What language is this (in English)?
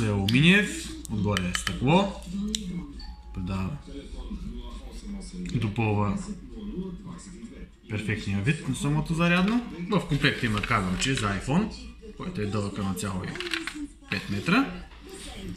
Bulgarian